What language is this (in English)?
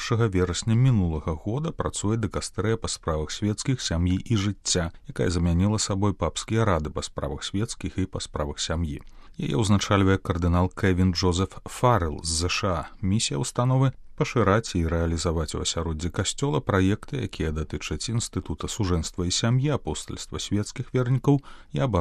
Belarusian